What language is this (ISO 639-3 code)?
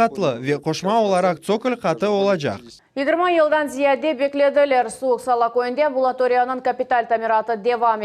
crh